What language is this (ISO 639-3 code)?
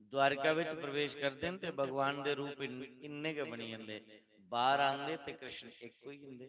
doi